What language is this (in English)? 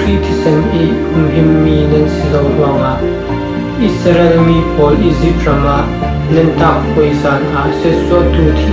Falam Chin